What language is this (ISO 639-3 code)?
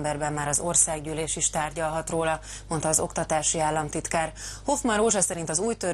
hun